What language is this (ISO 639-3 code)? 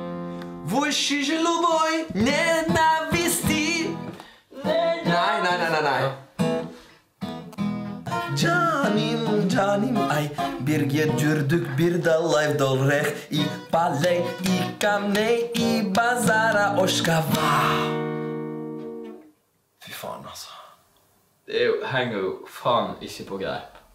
nor